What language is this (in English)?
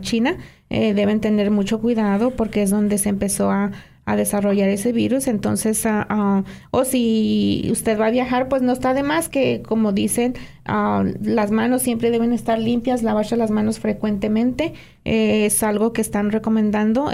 Spanish